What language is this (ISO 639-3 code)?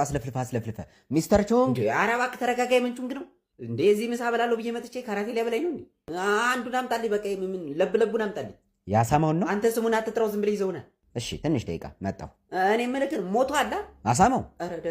amh